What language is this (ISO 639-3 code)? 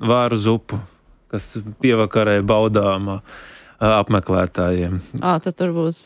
lav